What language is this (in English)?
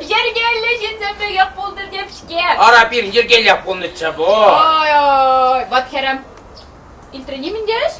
Chuvash